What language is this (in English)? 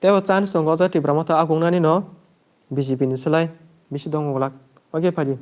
Kok Borok